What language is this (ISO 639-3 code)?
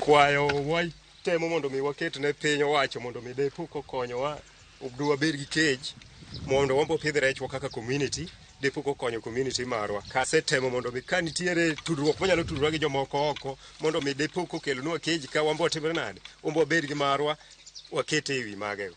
luo